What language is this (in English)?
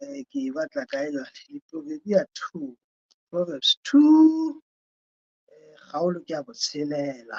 Southern Sotho